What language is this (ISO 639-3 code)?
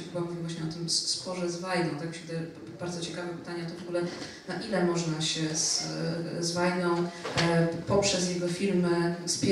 pol